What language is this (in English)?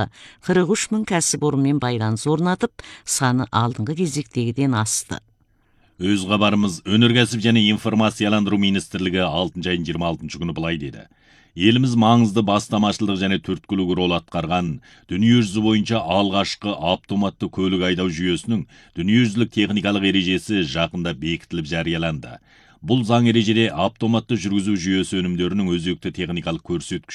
Kazakh